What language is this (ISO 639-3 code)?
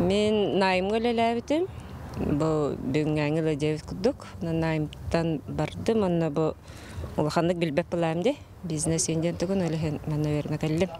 sah